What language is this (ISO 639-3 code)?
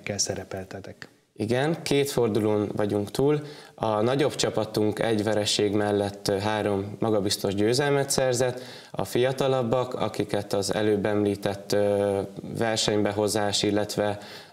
hun